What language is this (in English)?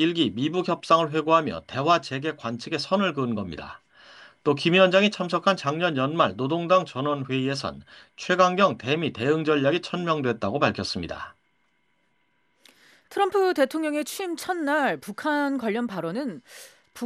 Korean